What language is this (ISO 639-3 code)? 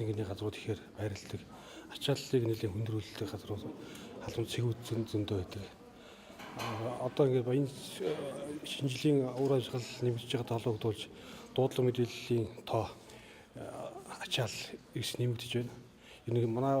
mon